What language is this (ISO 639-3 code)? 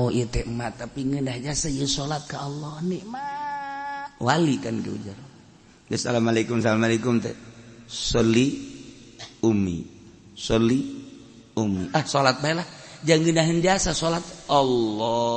sun